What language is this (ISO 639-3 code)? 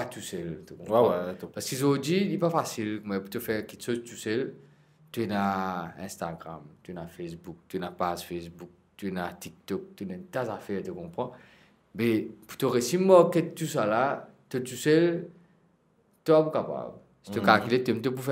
mfe